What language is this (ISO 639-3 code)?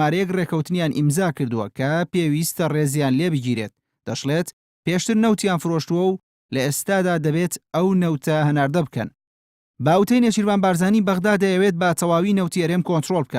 ckb